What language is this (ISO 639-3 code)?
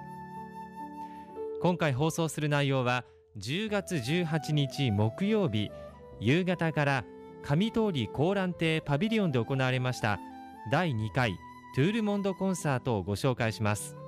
jpn